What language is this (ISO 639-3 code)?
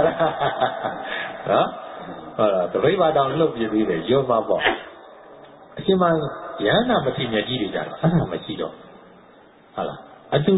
mya